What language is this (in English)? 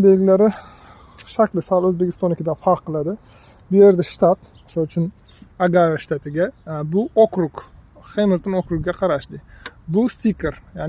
Uzbek